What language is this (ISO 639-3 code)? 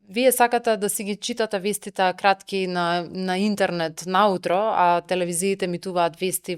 mkd